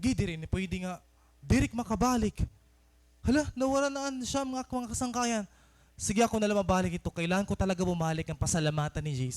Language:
Waray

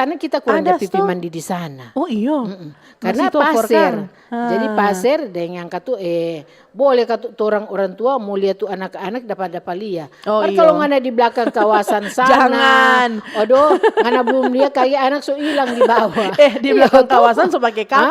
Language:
Manado Malay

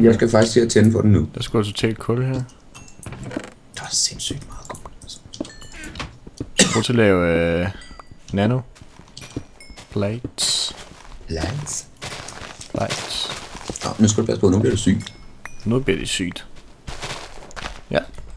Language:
Danish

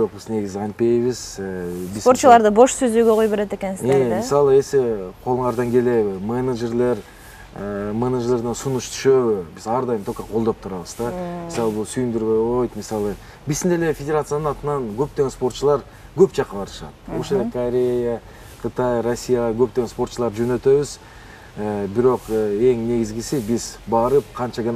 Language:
Kyrgyz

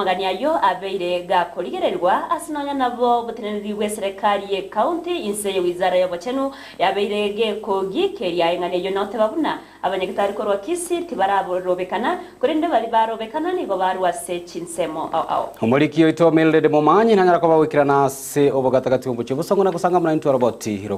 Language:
Gusii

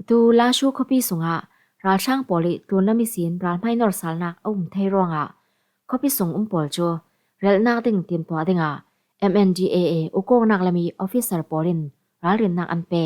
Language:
Falam Chin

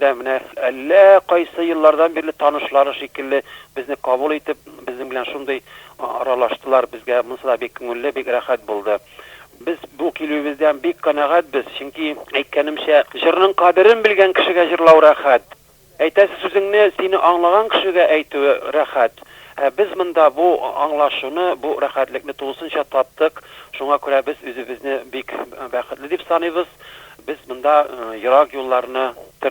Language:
Tatar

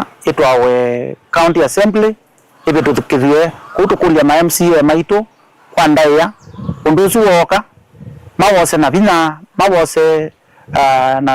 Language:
Kamba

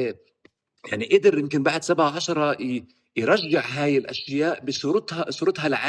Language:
North Levantine Arabic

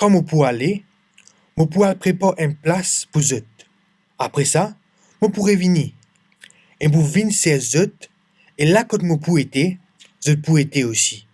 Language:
Morisyen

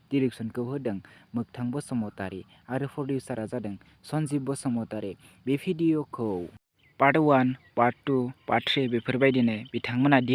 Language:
Bodo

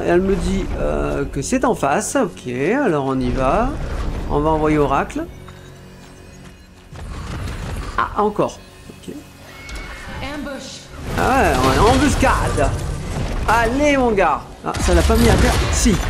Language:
French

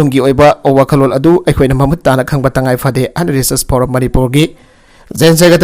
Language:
Manipuri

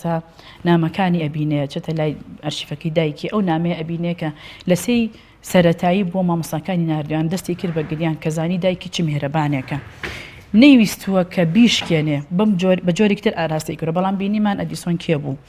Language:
Central Kurdish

